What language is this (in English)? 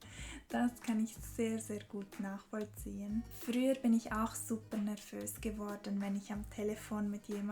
Swiss German